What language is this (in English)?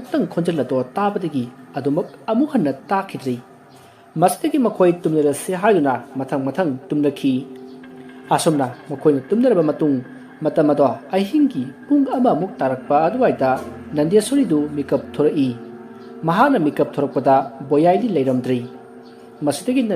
Manipuri